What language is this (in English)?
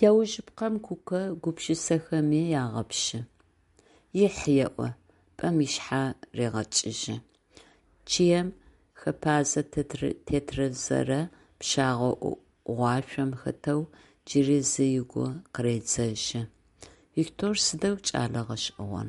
Adyghe